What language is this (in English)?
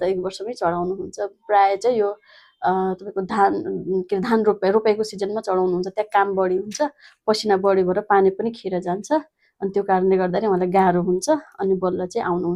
Nepali